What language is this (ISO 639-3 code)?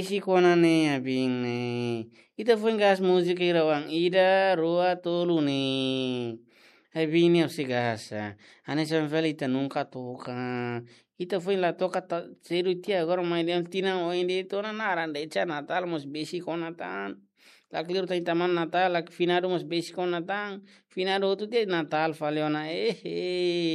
tet